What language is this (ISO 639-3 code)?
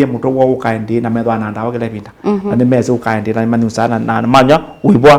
kam